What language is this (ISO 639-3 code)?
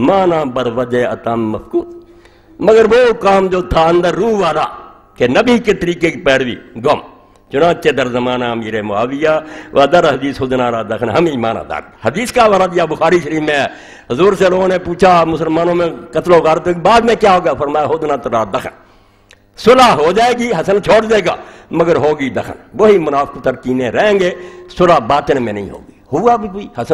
urd